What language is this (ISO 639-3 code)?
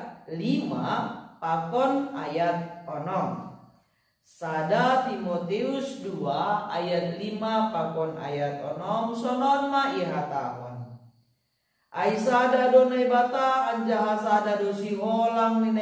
bts